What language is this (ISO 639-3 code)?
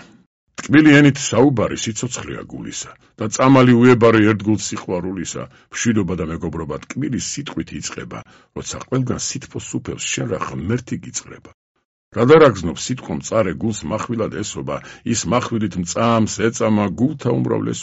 kat